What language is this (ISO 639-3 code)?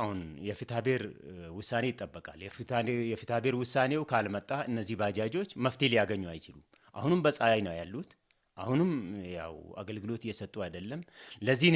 amh